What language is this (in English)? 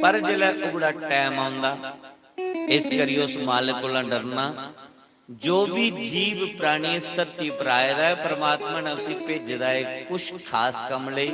Dogri